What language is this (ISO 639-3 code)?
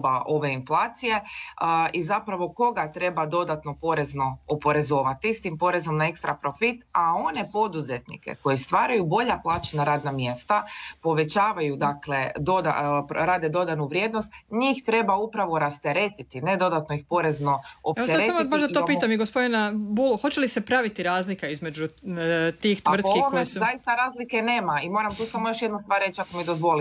hrv